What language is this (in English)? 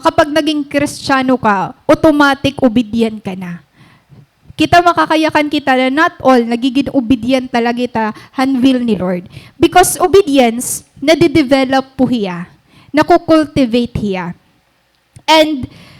Waray